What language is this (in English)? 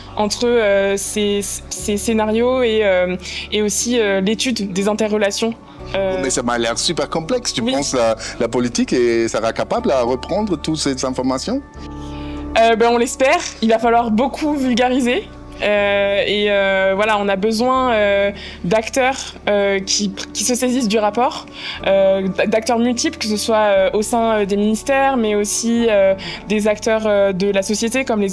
French